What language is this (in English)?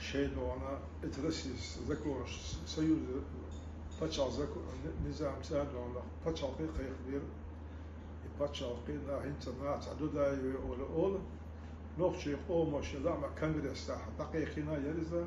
Chechen